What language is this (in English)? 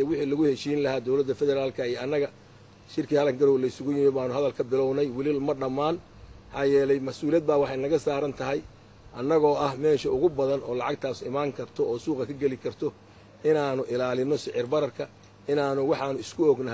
Somali